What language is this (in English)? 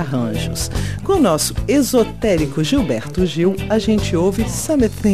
Portuguese